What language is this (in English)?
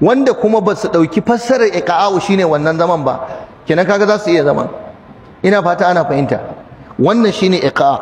Hausa